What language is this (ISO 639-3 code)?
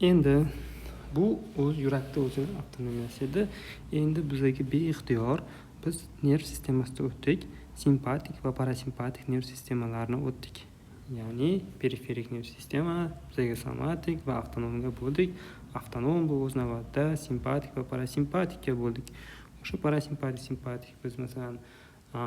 uzb